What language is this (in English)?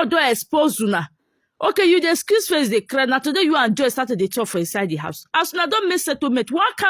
Nigerian Pidgin